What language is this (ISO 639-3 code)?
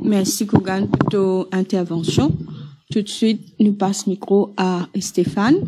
mfe